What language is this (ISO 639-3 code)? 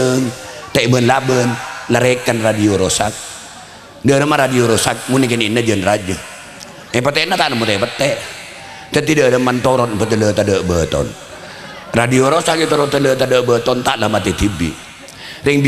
mad